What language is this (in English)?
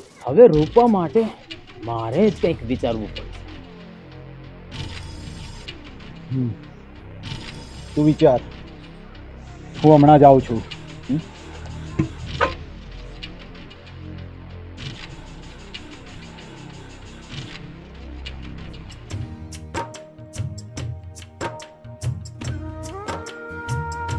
Gujarati